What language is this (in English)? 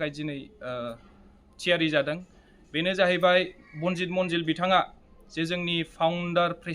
Bodo